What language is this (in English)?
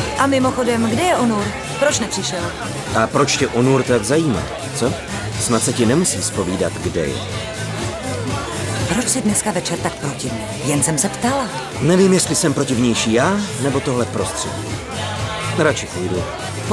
Czech